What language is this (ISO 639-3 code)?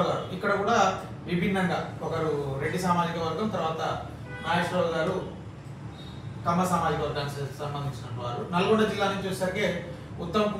tel